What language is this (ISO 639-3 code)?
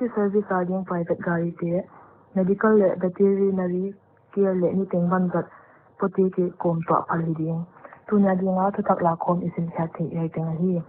pck